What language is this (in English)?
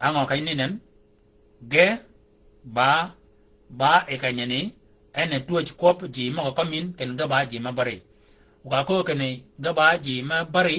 Shilluk